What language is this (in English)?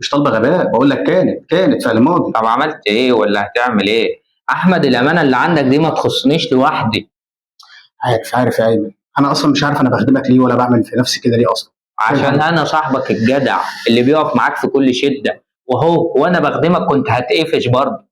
Egyptian Arabic